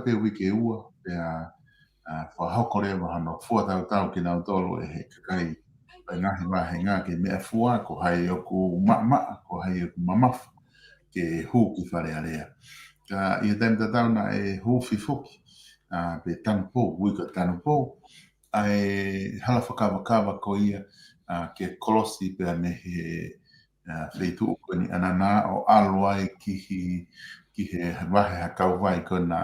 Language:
Tongan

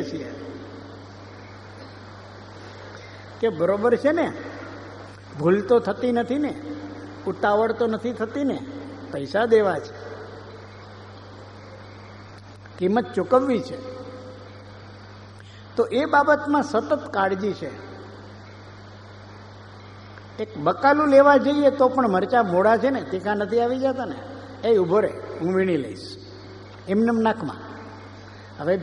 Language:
Gujarati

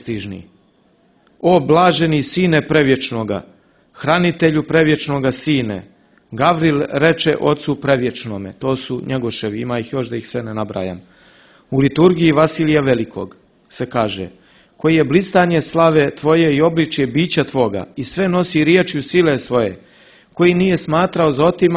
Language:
Serbian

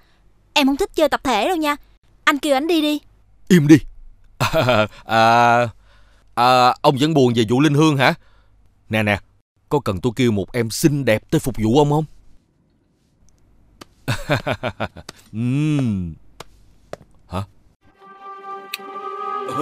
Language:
Vietnamese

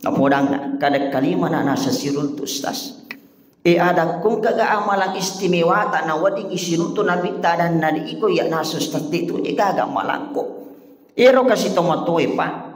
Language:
Buginese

